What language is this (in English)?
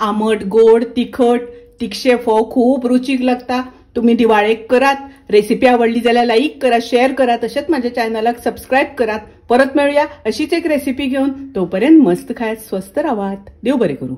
Konkani